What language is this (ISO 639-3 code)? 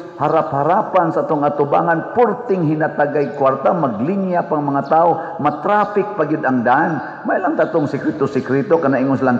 ceb